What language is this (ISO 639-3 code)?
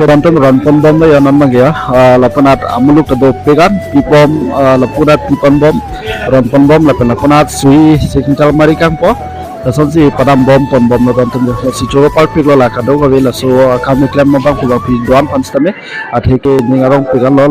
mjw